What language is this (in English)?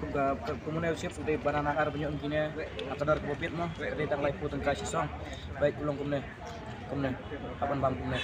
Khasi